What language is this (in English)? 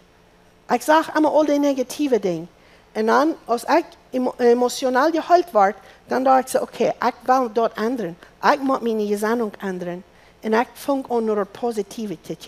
Plautdietsch